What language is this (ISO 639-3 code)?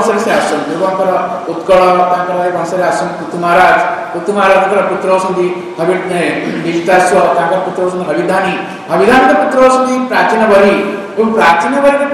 ori